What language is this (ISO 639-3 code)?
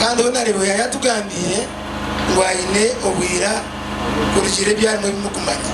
nyn